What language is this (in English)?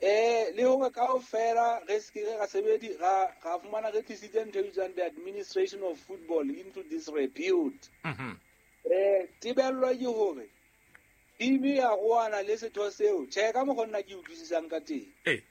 Southern Sotho